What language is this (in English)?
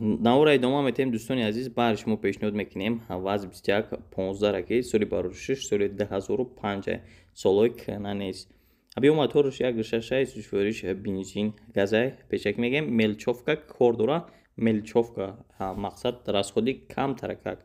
Tajik